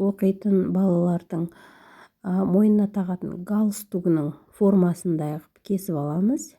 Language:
Kazakh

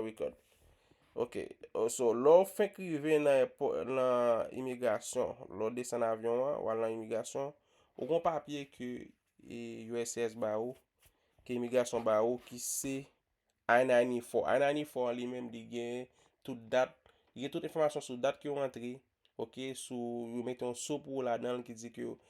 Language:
Haitian Creole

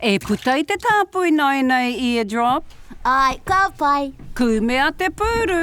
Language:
Māori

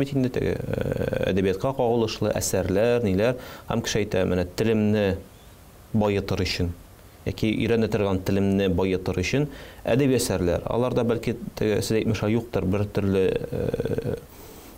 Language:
Tatar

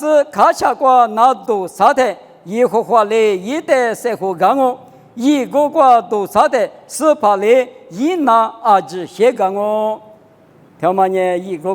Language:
Lisu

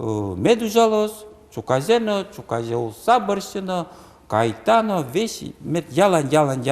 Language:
Udmurt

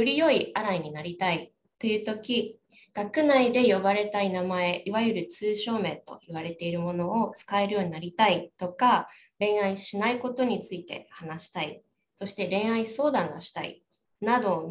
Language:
Japanese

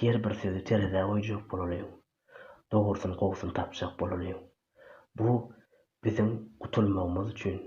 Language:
Turkmen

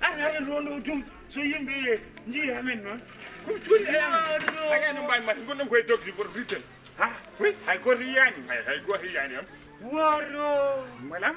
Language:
Fula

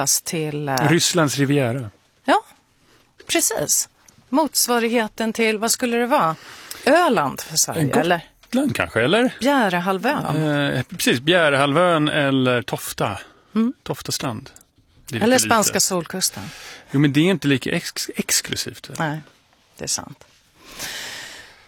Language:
Swedish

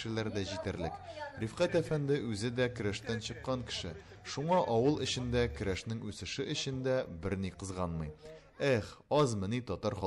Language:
Tatar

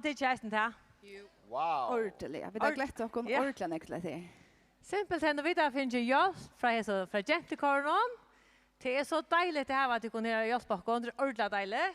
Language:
Faroese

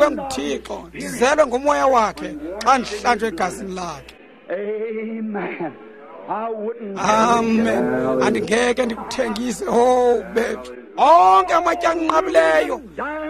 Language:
Xhosa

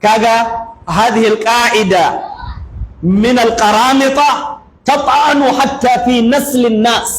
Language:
Hausa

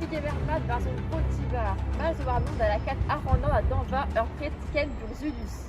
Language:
Breton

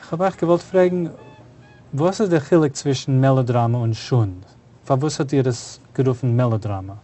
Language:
Yiddish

